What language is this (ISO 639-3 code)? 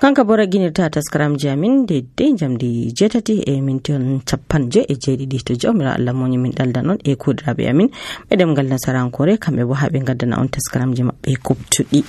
fuv